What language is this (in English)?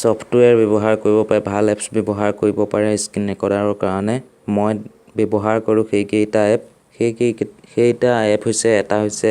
Assamese